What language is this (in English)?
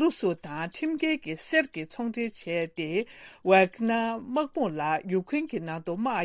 Tibetan